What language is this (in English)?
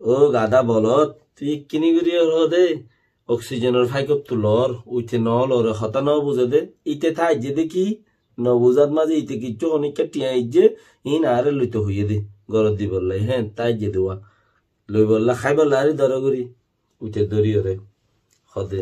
Rohingya